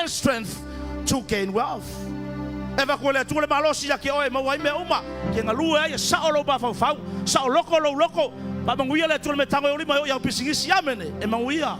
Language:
Samoan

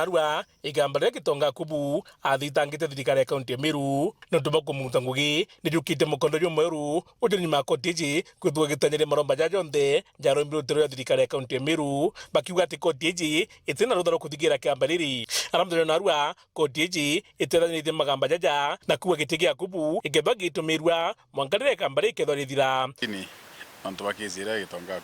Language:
Meru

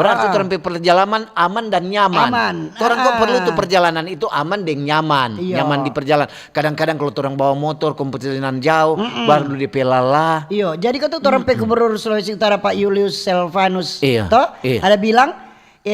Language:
Manado Malay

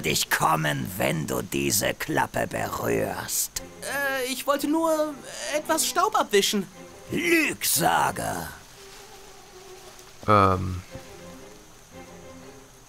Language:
German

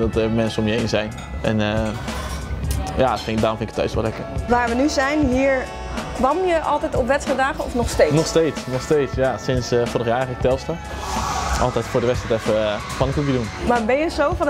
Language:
Dutch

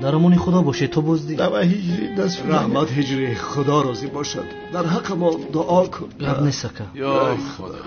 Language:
Tajik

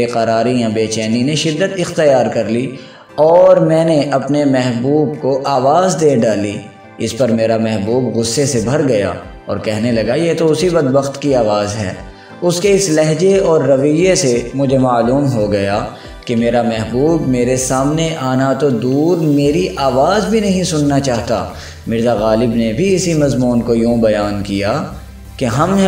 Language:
Urdu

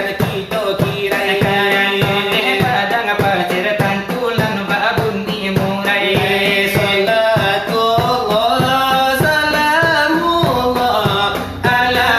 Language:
Minangkabau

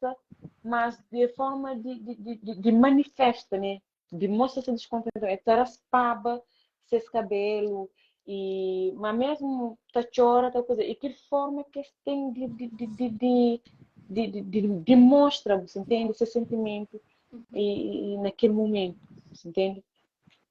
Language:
Kabuverdianu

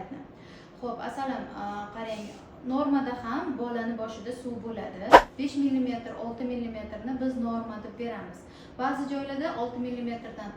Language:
Uzbek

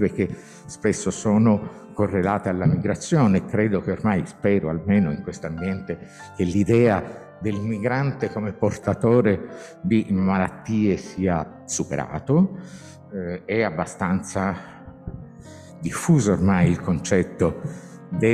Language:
Italian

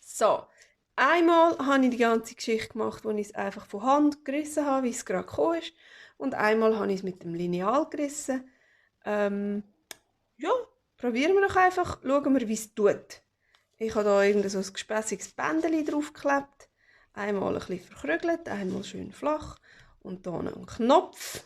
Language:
Swiss German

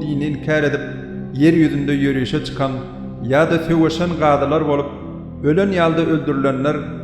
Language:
Turkmen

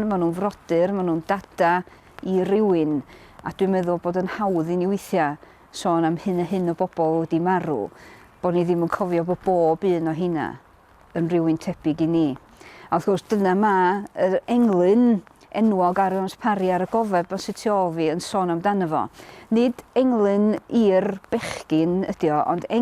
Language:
Welsh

